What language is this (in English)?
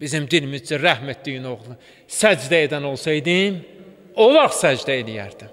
Azerbaijani